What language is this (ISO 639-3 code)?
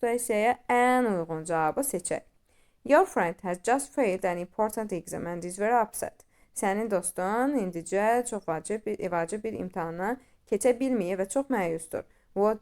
aze